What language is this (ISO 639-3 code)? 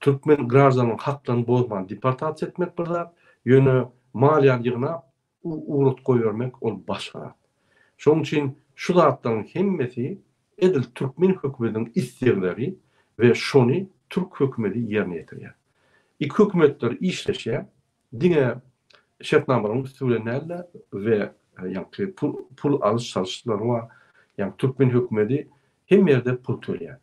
tuk